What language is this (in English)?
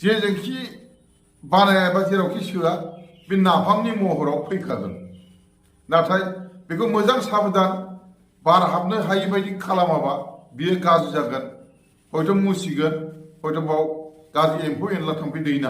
Bodo